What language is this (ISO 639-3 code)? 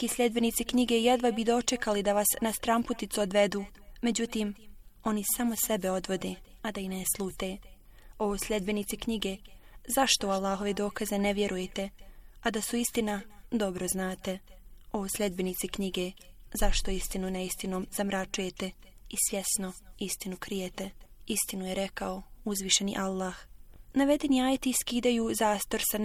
bos